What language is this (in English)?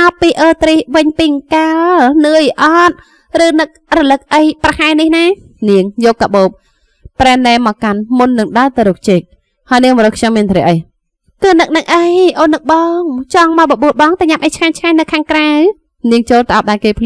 Khmer